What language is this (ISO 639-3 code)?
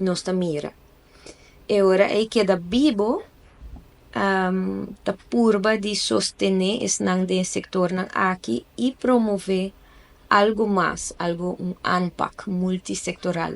pap